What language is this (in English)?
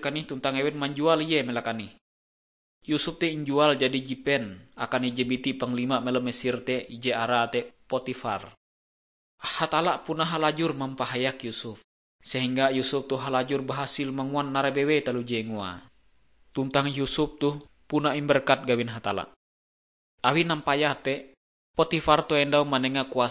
Ngaju